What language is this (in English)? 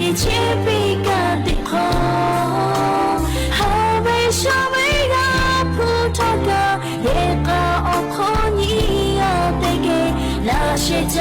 Lahu